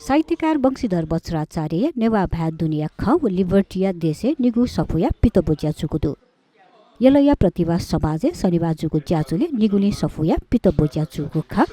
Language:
Newari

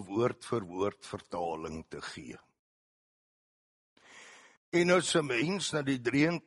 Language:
Afrikaans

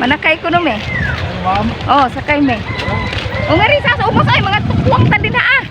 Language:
Cebuano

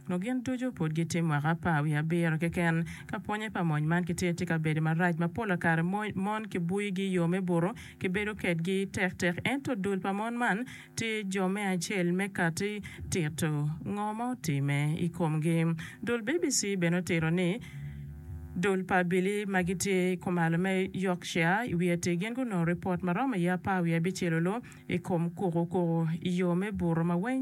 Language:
Acoli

